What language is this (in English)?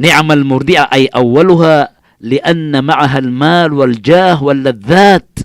Maranao